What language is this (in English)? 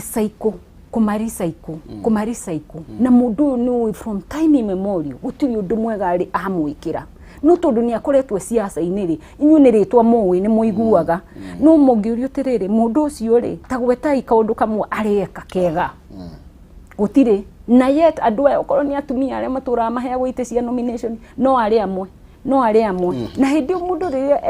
Kikuyu